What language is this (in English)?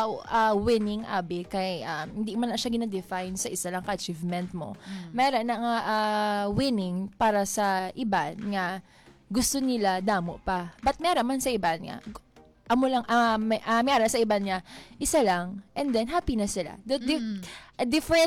Hiligaynon